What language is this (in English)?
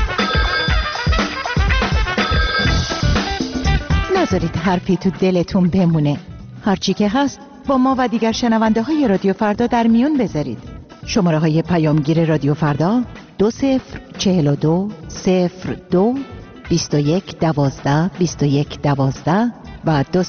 Persian